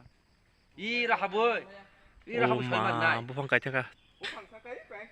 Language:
Kok Borok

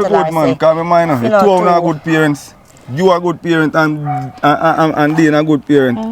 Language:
Jamaican Creole English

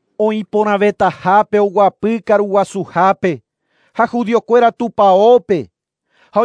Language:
Guarani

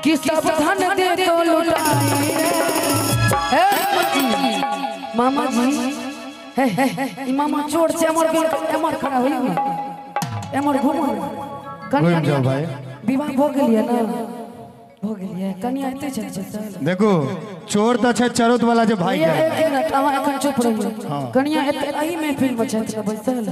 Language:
Maithili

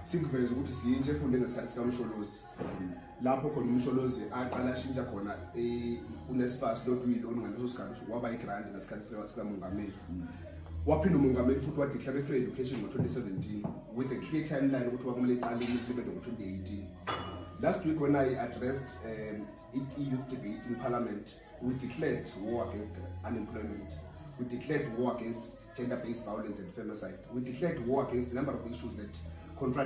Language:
Zulu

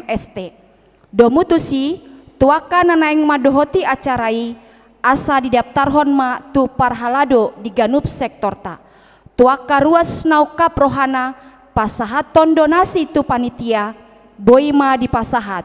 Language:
Batak Toba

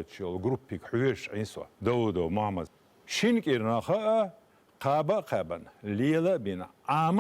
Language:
Chechen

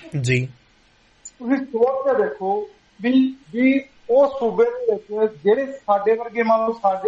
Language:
Punjabi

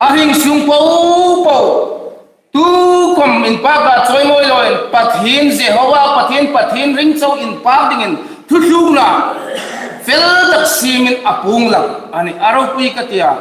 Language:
Hmar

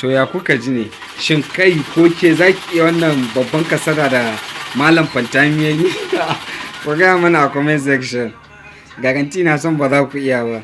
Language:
Hausa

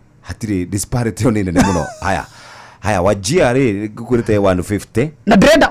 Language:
Kikuyu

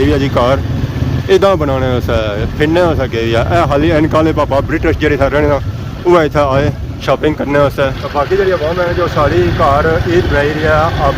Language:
Pahari-Potwari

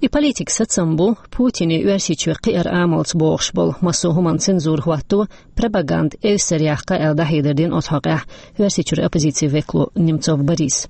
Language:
Chechen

